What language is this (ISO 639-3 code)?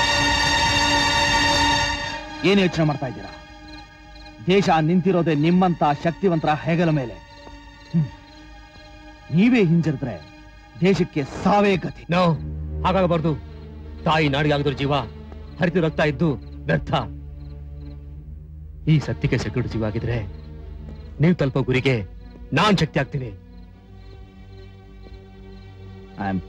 kan